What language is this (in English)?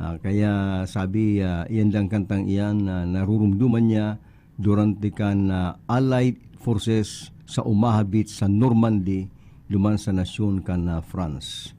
Bikol